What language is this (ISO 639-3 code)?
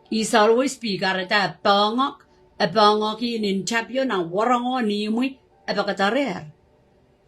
pon